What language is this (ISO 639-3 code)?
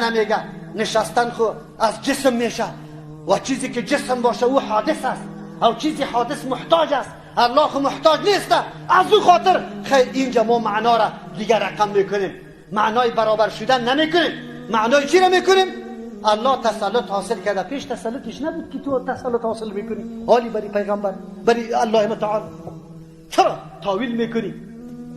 fas